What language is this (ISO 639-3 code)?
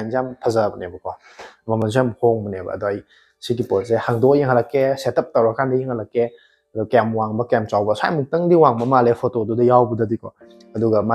mni